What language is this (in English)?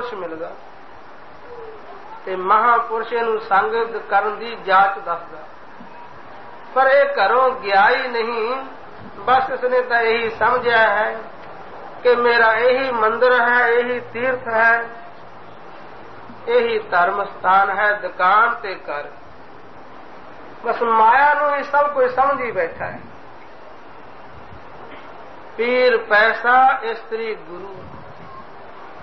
Punjabi